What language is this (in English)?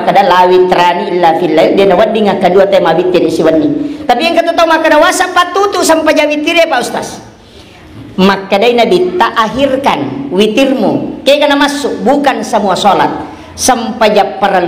Buginese